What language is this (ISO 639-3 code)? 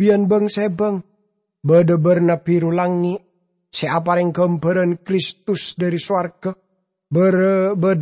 mad